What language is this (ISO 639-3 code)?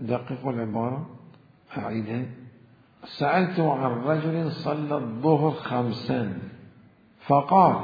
acm